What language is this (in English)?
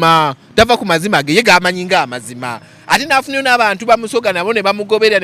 Ganda